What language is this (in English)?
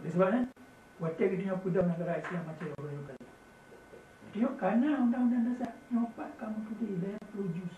Achinese